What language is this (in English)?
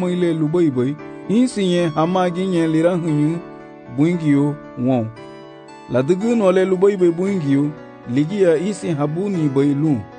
Garifuna